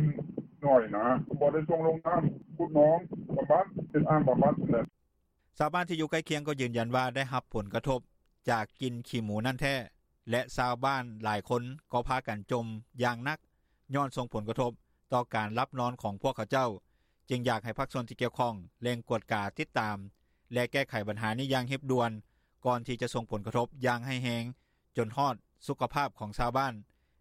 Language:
Lao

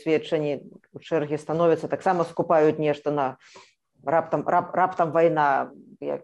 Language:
Belarusian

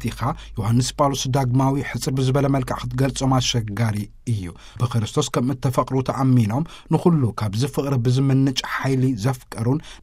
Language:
Tigrinya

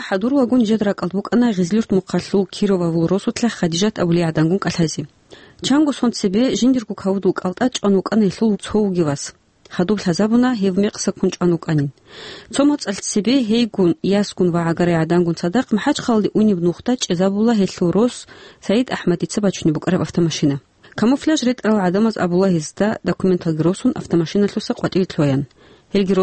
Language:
Avaric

